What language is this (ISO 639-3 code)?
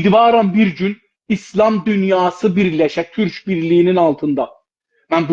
azb